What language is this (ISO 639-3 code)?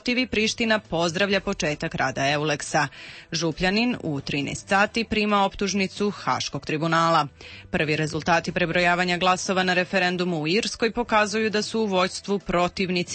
srp